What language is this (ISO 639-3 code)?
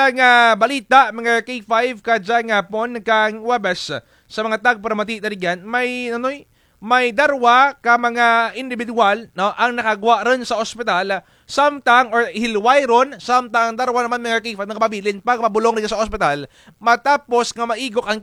krj